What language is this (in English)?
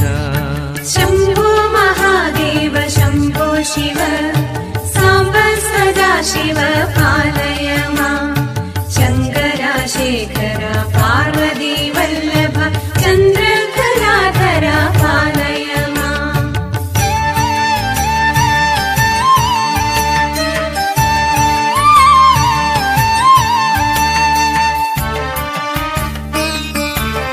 Malayalam